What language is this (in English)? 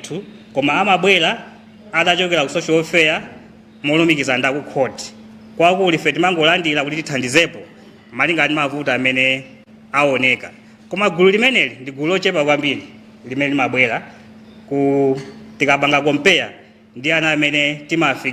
Nyanja